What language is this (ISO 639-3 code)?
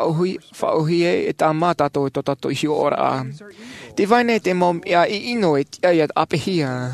tah